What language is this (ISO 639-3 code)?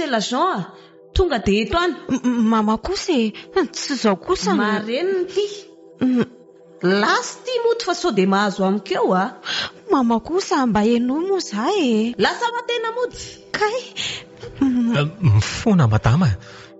mlg